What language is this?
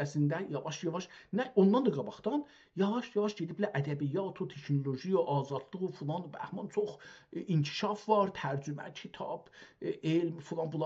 South Azerbaijani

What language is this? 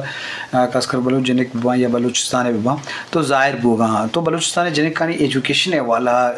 Eastern Balochi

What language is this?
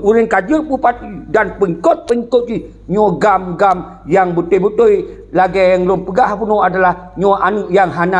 Achinese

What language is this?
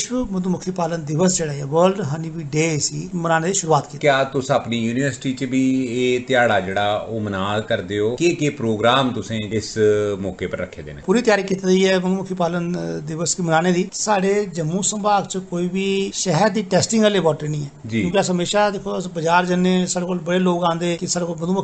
Dogri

